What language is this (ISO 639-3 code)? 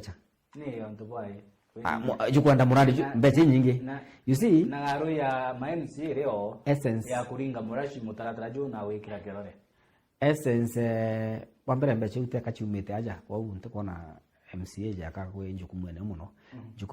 mer